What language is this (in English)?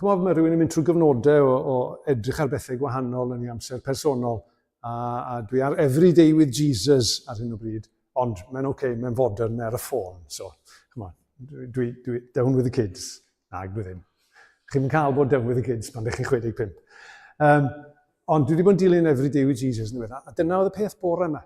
Welsh